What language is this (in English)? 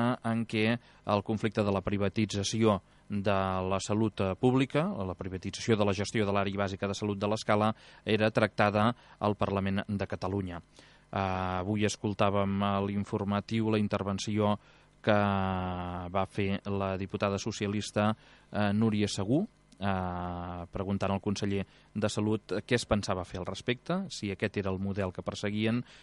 Catalan